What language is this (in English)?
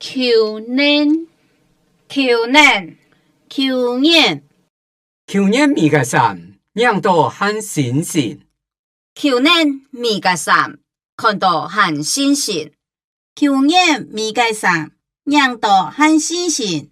Hakka Chinese